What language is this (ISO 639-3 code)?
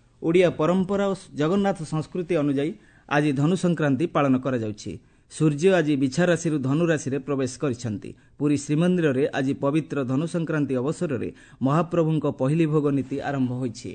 ori